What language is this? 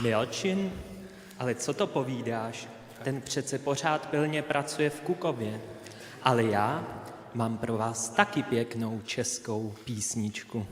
Upper Sorbian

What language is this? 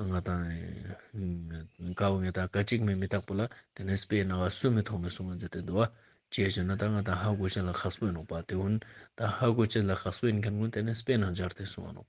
Ladakhi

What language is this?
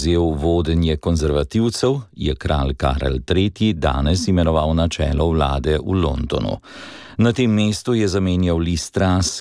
Slovenian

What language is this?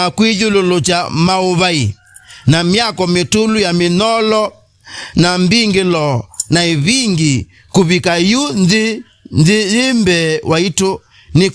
Kamba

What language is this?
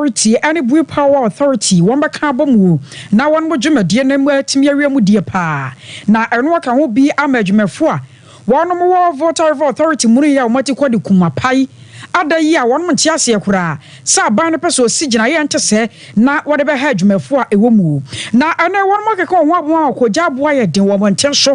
Akan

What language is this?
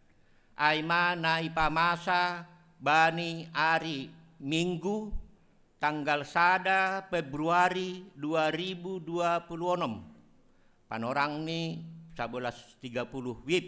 Batak Simalungun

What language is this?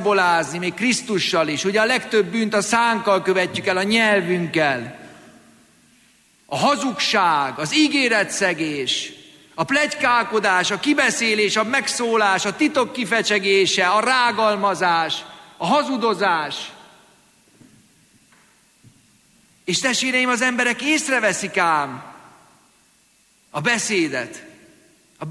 Hungarian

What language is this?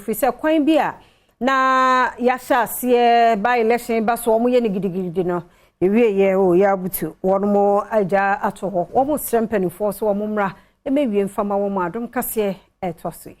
Akan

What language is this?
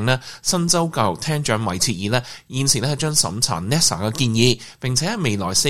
Cantonese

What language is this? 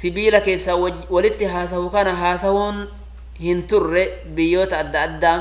Oromo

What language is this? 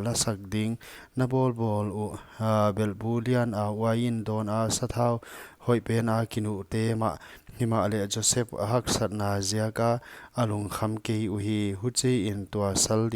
Paite Chin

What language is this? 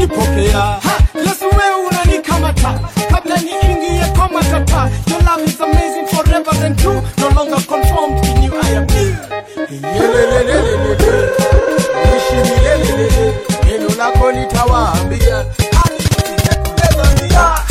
Swahili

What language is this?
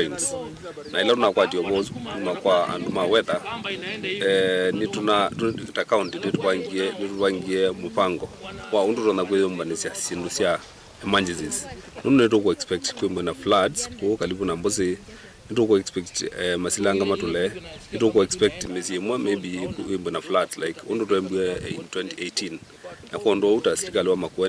Kamba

